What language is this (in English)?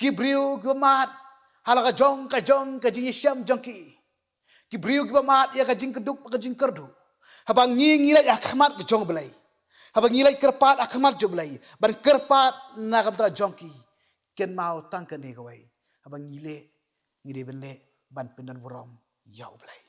Khasi